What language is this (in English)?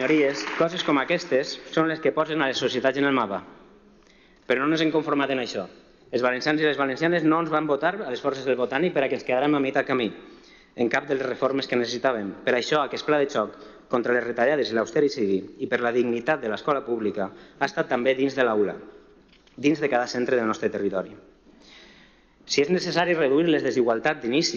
Catalan